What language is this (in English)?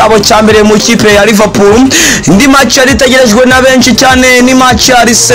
Kinyarwanda